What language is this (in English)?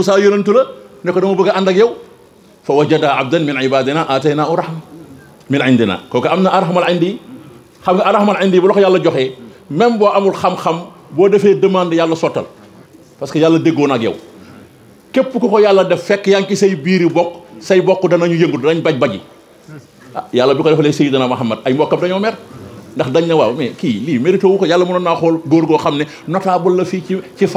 Wolof